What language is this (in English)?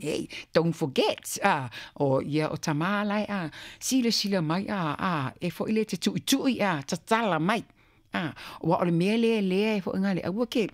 Samoan